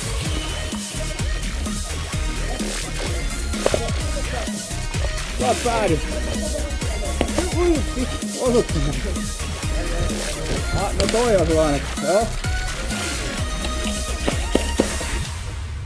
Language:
Finnish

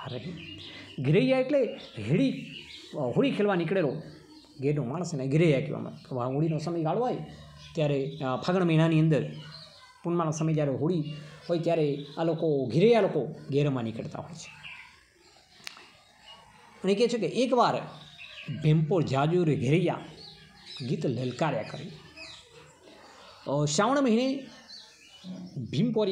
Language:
Gujarati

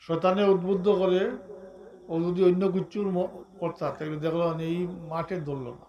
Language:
Sylheti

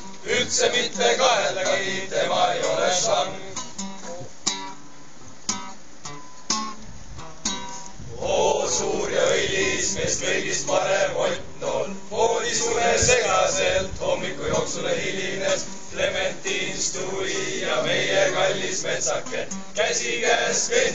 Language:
Estonian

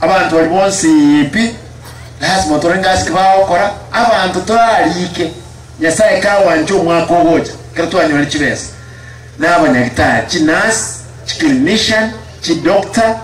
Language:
Gusii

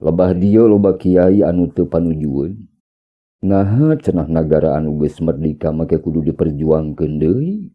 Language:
Sundanese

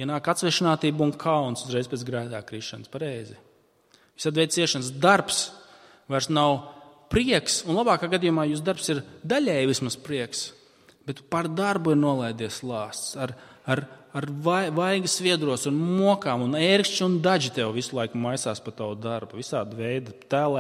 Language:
Latvian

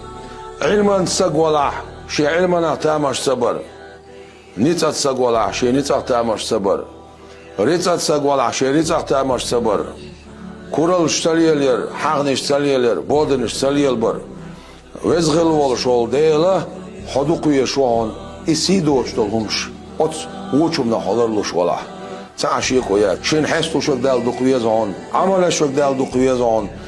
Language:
Chechen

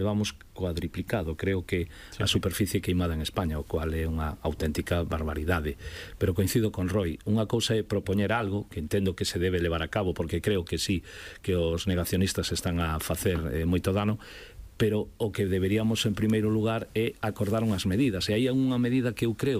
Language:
Galician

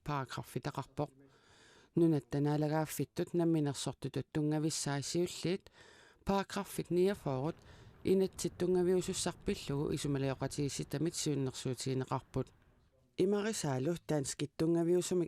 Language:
Kalaallisut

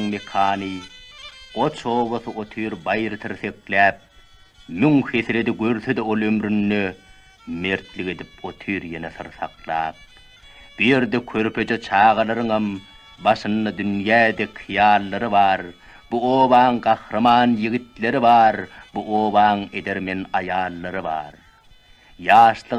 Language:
Turkmen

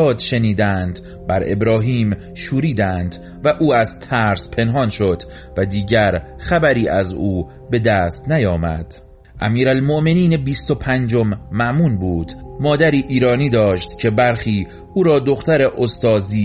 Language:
Persian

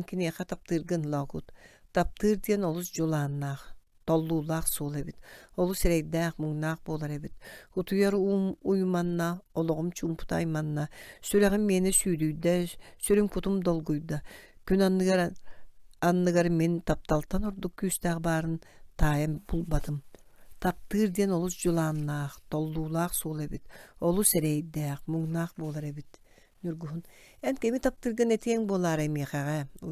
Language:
Yakut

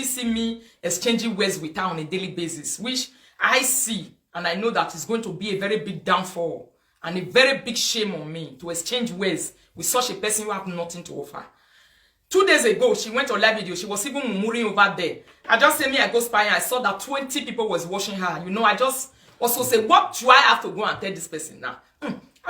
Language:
Nigerian Pidgin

